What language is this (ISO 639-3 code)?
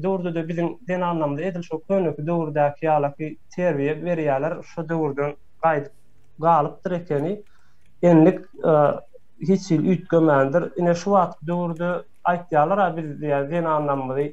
tuk